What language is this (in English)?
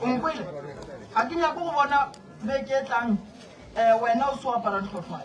Northern Sotho